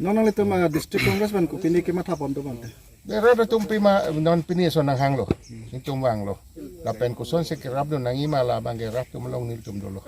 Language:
Karbi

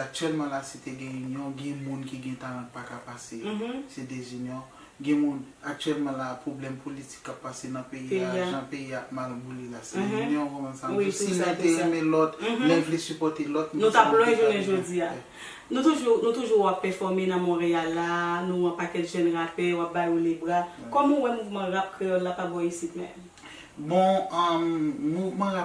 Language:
Haitian Creole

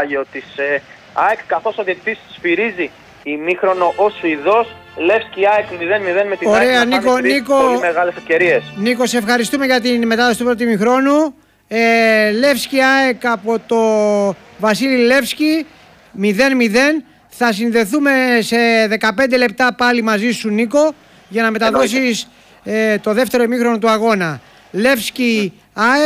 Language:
Greek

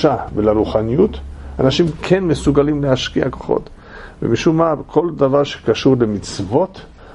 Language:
Hebrew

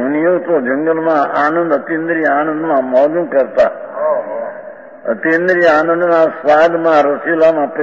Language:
Gujarati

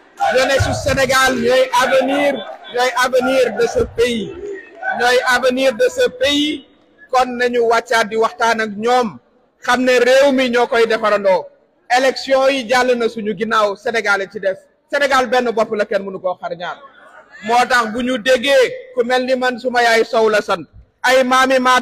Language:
Wolof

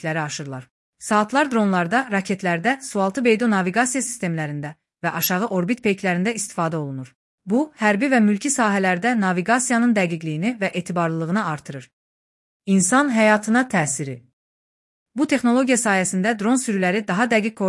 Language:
Azerbaijani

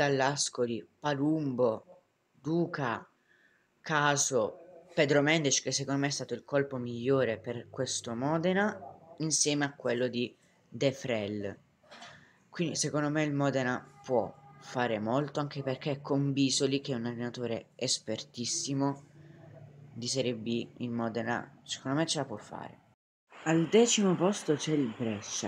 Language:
Italian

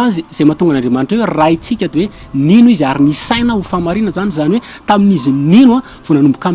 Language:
Malagasy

